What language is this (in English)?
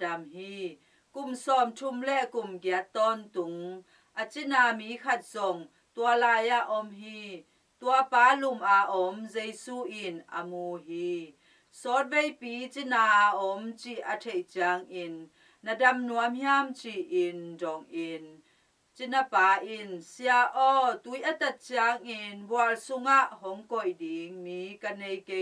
Tedim Chin